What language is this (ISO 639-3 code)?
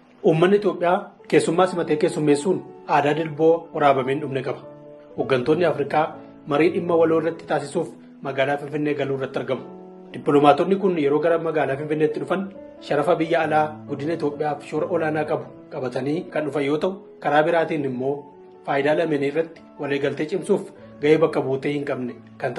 orm